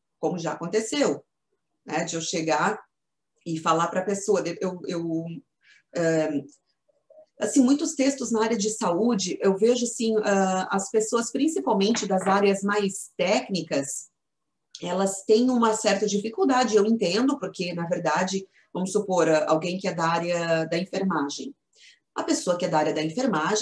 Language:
Portuguese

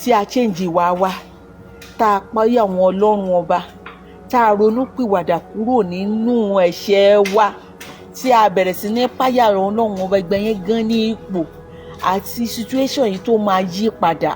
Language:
Yoruba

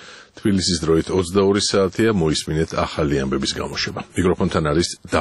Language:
Georgian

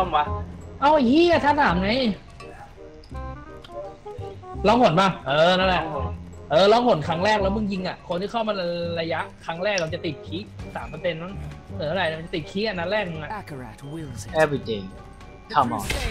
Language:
Thai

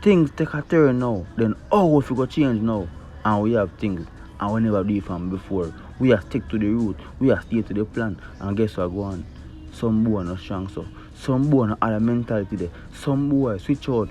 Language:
Jamaican Creole English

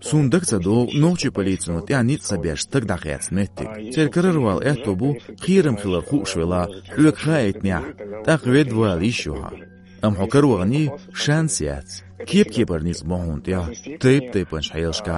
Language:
Chechen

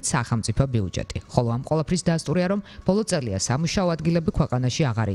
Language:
Georgian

